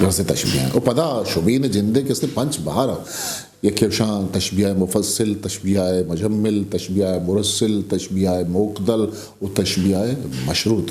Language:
Eastern Balochi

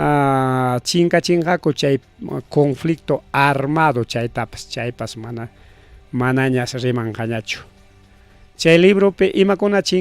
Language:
Ayacucho Quechua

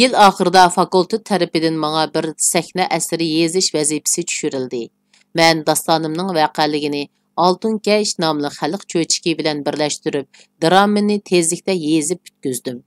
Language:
Uyghur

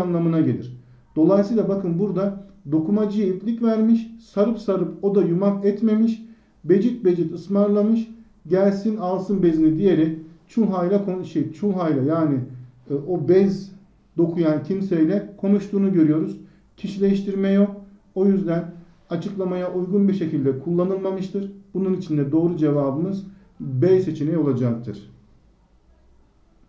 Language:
Turkish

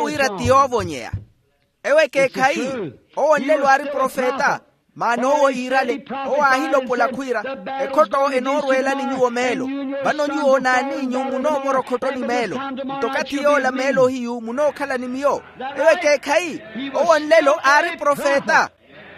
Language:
Makhuwa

